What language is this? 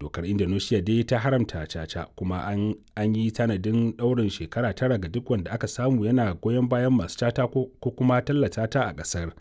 Hausa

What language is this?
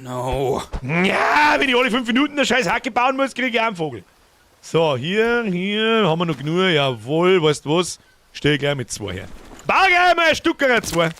Bavarian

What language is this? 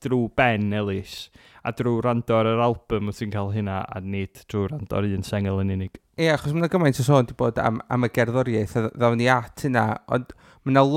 Welsh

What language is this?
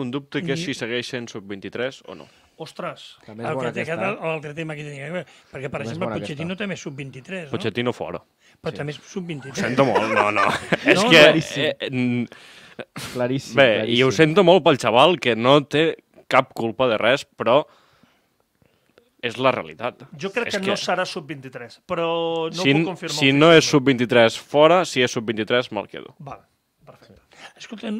Catalan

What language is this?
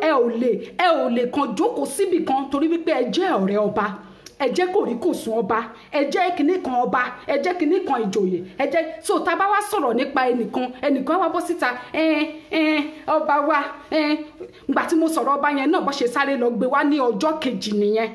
Yoruba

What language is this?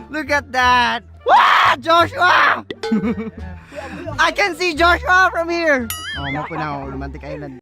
Cebuano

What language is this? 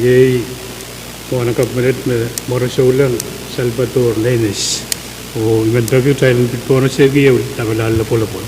Pohnpeian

